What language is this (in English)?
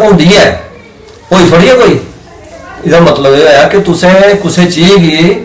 Dogri